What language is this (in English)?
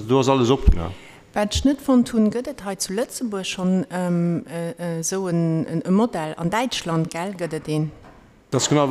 Luxembourgish